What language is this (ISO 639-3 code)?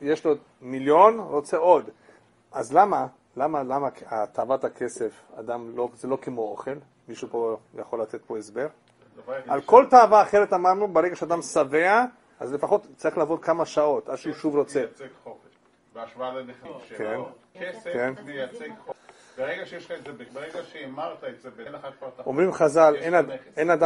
heb